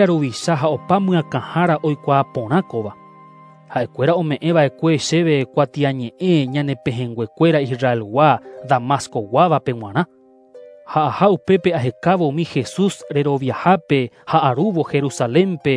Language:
Guarani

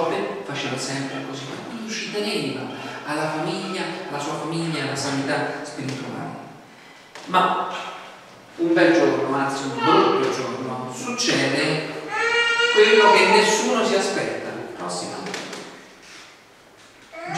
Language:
Italian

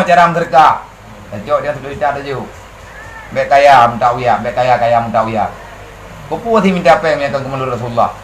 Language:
Achinese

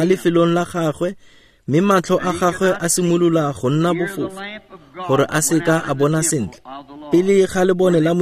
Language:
Tswana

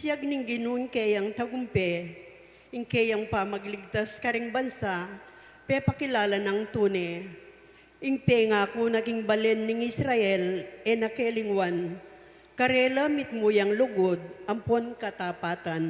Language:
Pampanga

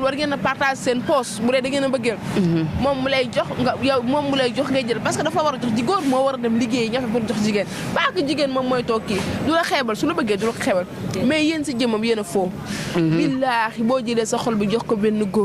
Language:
Wolof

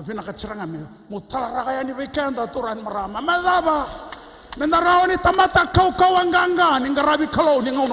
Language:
Fijian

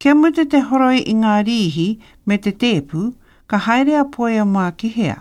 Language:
Māori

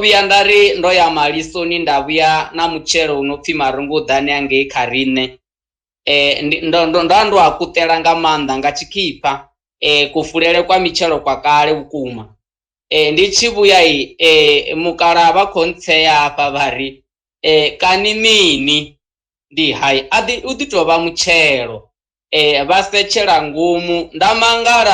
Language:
Venda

